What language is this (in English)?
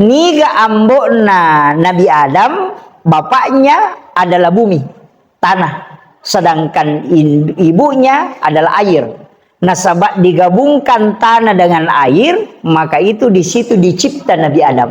Buginese